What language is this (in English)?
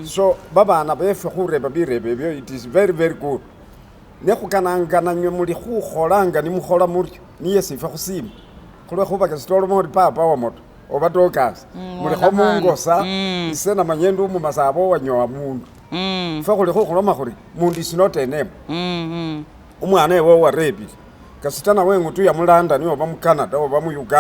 Masaaba